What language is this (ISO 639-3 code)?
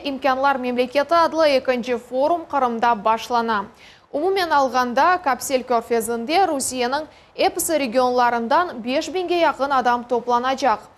crh